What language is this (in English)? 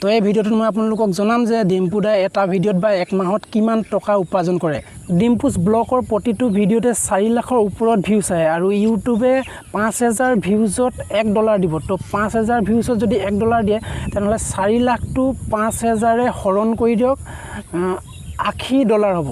Assamese